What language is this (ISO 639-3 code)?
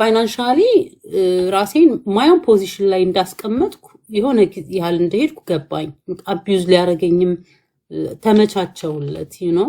amh